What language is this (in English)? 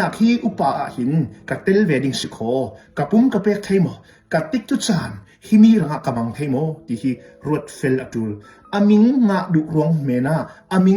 Hakha Chin